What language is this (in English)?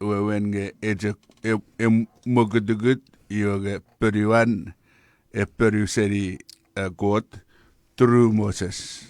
Chuukese